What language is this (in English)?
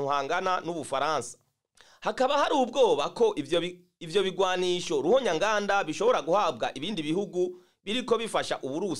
Rundi